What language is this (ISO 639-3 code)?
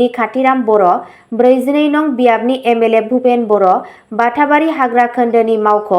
brx